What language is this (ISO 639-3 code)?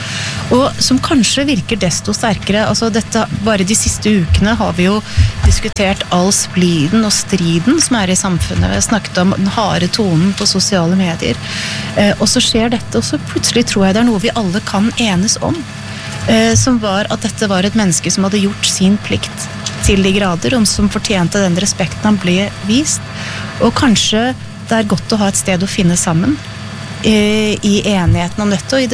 nor